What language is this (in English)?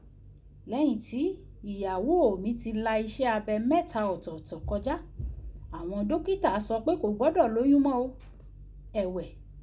Yoruba